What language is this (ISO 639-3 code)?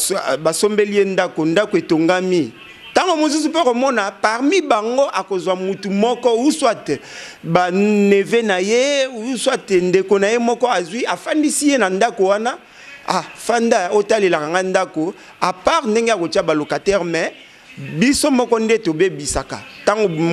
lin